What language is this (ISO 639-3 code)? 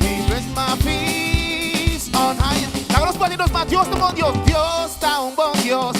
pap